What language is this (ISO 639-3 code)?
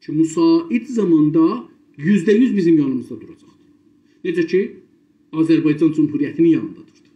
azb